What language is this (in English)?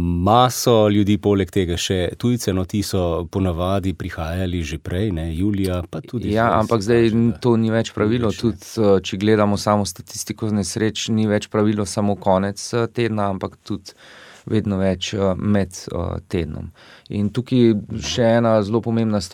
Slovenian